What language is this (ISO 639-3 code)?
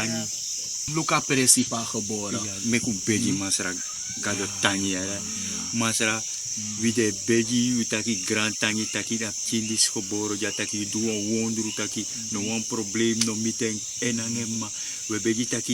srn